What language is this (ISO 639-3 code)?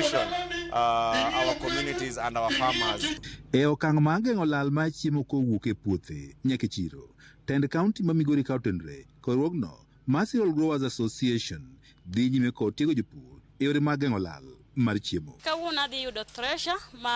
luo